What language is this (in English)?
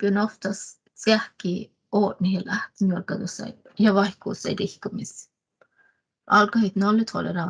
Northern Sami